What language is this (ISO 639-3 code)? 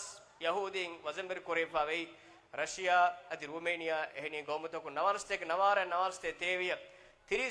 div